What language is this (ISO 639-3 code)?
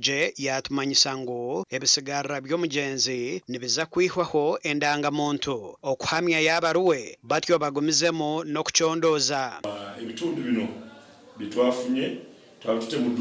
nyn